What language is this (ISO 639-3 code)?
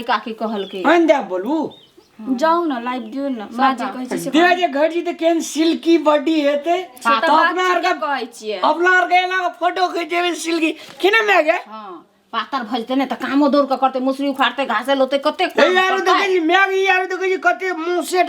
mai